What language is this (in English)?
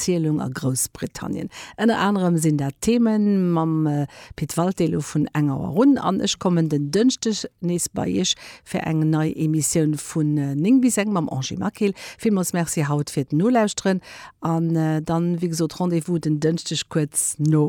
Luxembourgish